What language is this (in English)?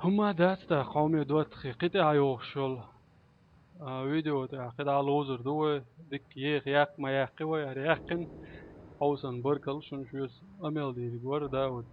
Chechen